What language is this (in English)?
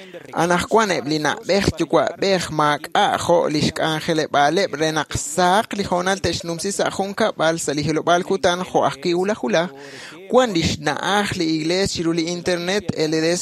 Kekchí